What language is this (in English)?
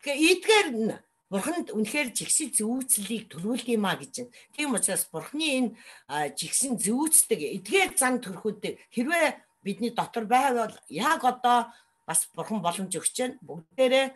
Mongolian